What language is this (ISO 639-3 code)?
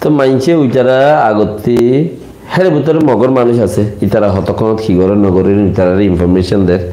rhg